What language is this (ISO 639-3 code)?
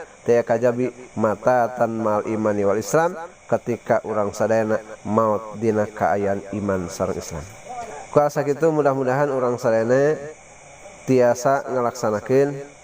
sun